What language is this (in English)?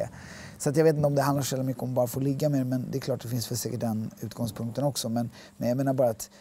Swedish